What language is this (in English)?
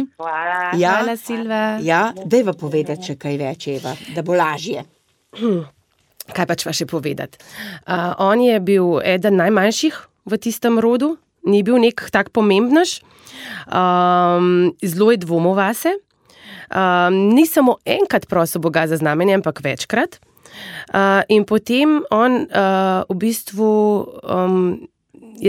Slovenian